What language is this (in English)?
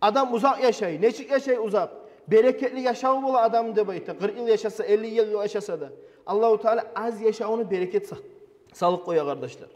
Kumyk